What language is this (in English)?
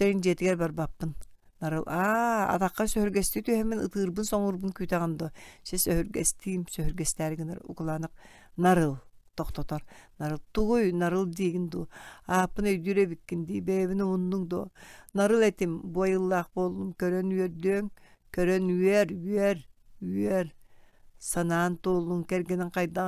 Yakut